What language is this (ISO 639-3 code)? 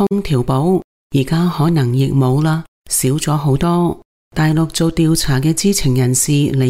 yue